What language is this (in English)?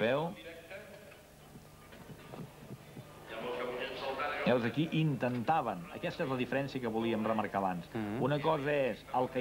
Catalan